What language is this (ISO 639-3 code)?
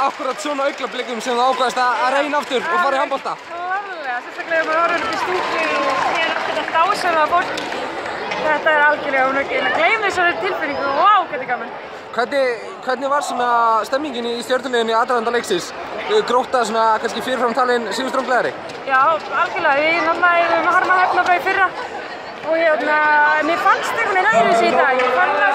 isl